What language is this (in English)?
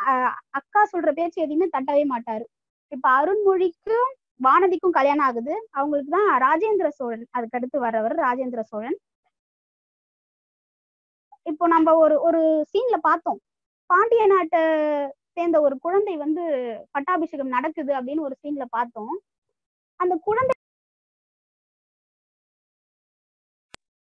Tamil